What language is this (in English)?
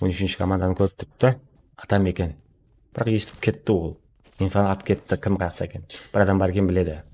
Kara-Kalpak